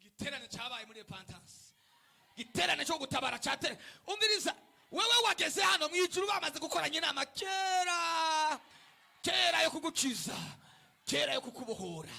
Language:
Rundi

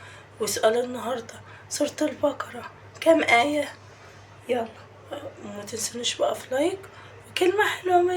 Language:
Egyptian Arabic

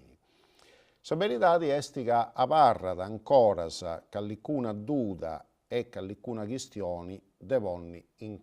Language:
Sardinian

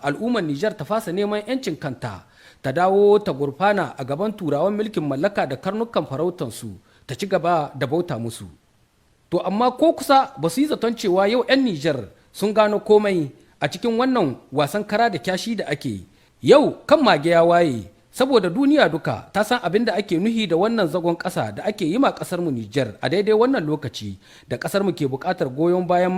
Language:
Hausa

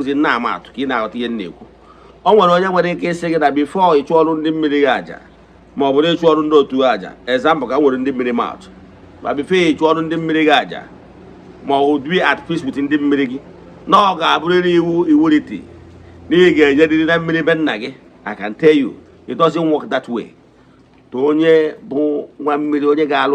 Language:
Igbo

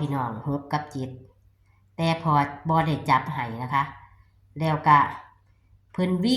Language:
Northeastern Thai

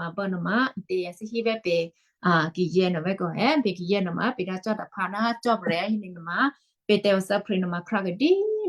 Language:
Western Kayah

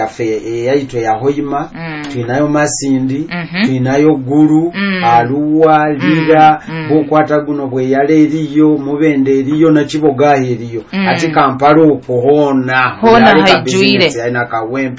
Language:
Nyoro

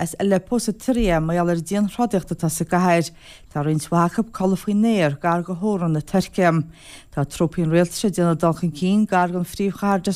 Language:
Irish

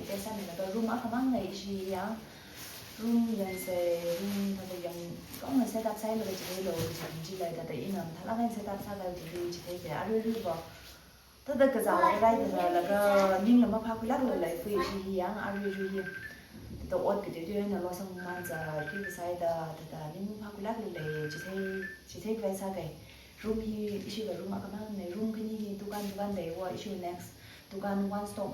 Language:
Tangkhul Naga (India)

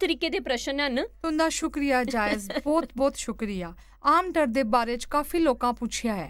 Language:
Dogri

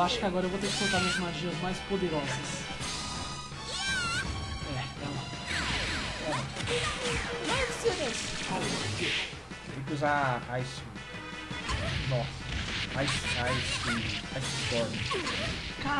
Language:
Portuguese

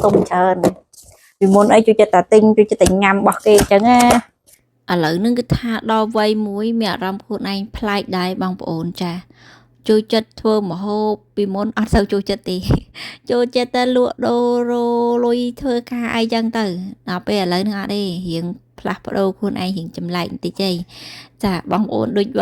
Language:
Khmer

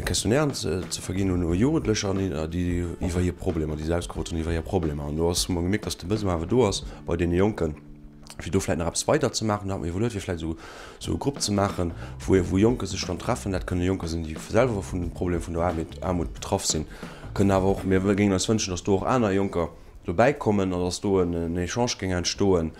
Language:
Luxembourgish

